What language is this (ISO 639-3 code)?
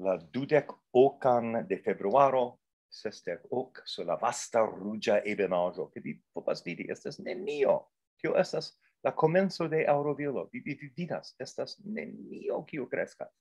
epo